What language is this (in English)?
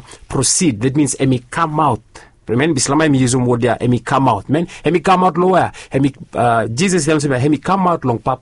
Bislama